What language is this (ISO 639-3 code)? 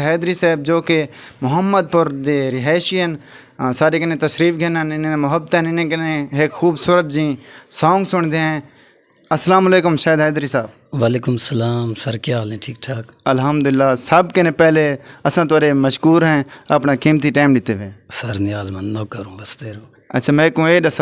skr